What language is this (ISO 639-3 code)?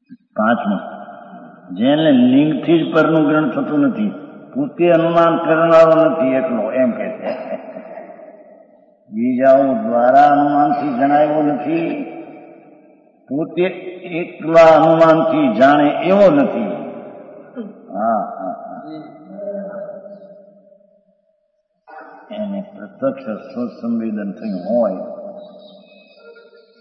guj